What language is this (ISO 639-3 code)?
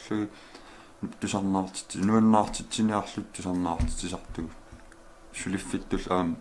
kal